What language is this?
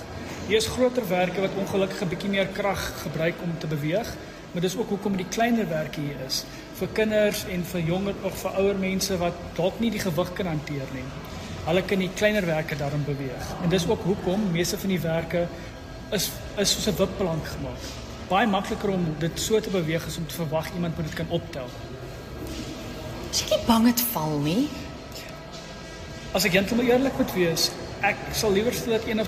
Afrikaans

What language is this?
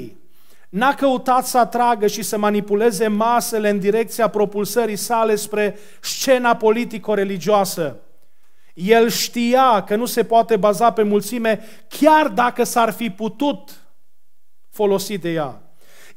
Romanian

